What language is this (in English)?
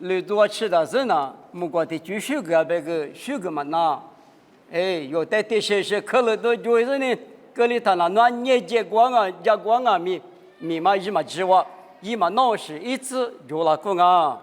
Lisu